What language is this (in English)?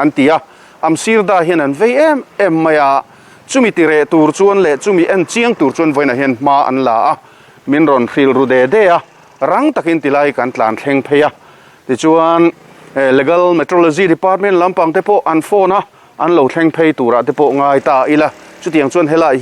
Mizo